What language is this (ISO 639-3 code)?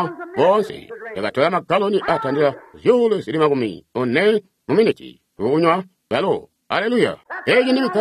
toi